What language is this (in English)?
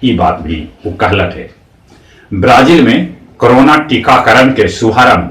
Magahi